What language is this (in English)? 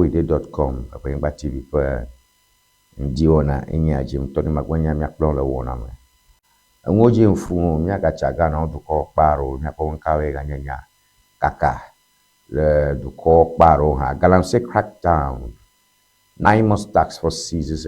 Ewe